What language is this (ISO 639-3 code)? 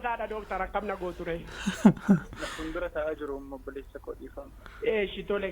orm